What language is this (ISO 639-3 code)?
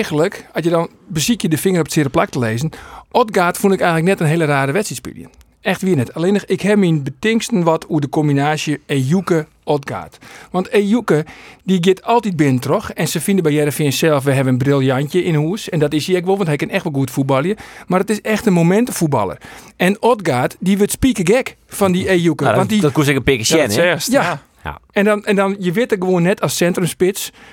fry